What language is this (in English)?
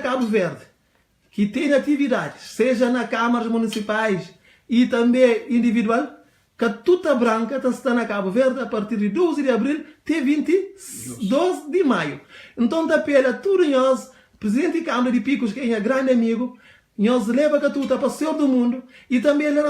Kabuverdianu